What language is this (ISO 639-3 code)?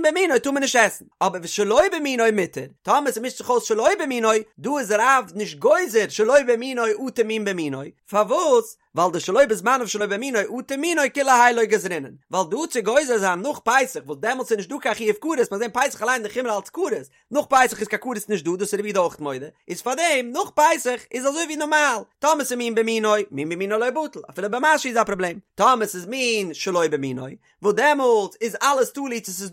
yid